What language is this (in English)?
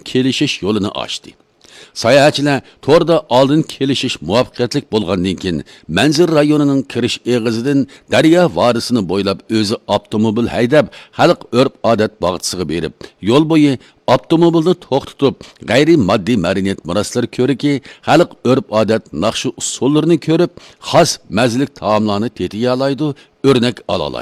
Uyghur